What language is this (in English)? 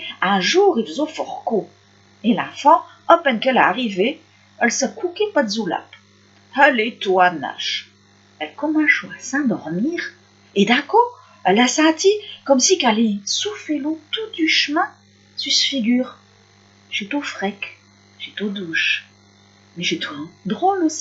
Picard